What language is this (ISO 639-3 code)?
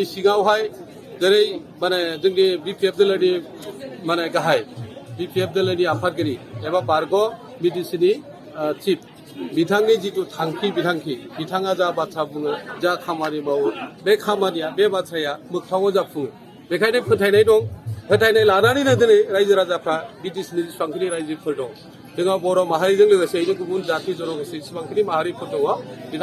brx